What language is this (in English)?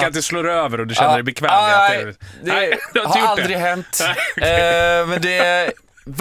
Swedish